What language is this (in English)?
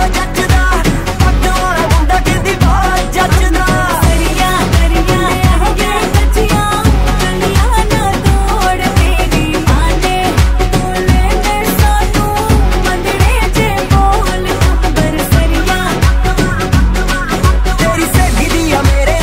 Punjabi